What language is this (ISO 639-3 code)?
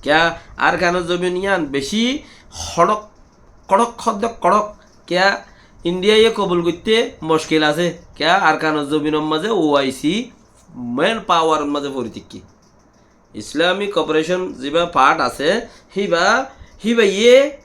rhg